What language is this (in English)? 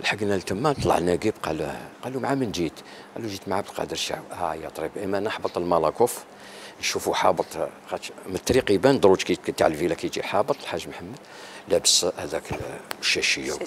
Algerian Arabic